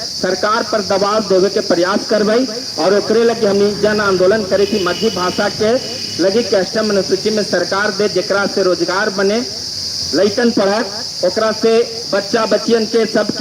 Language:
Magahi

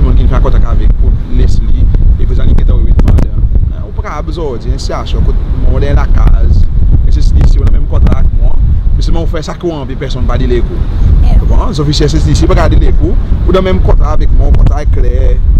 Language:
Seselwa Creole French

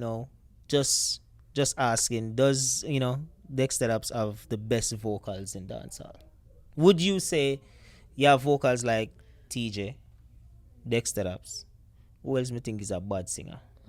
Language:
Jamaican Creole English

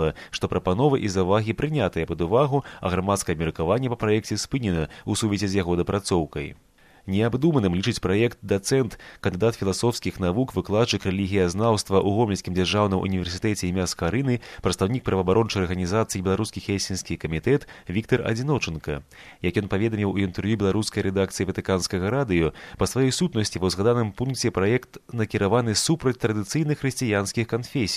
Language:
Belarusian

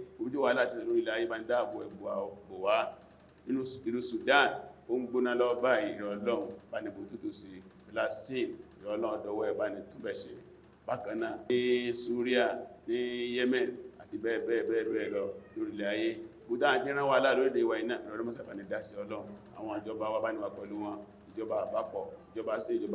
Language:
Yoruba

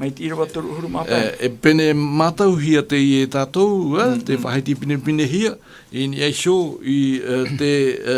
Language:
Tahitian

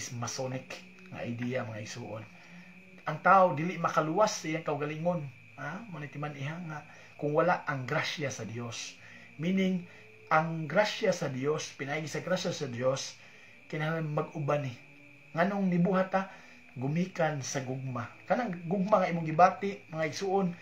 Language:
Cebuano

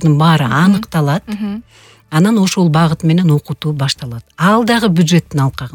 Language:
Kyrgyz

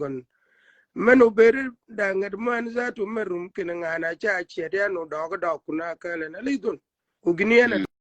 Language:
Shilluk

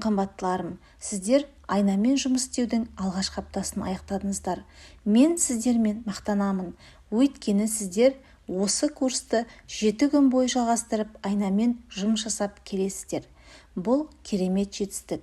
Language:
Kazakh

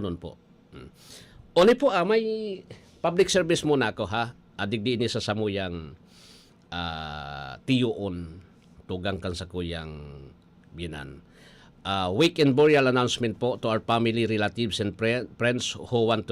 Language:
Bikol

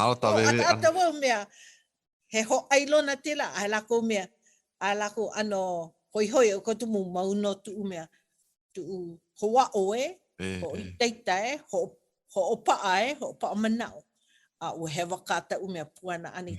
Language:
Hawaiian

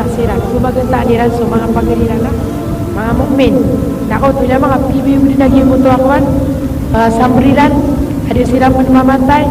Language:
Maranao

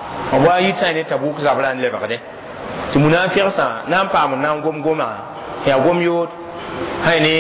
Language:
Mossi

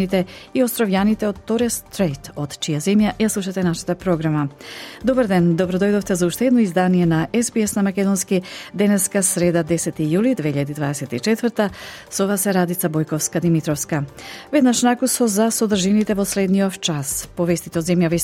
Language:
Macedonian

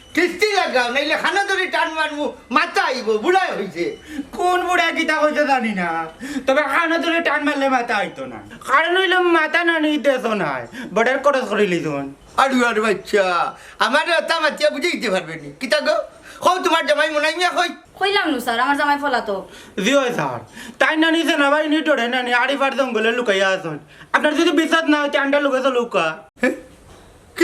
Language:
Sylheti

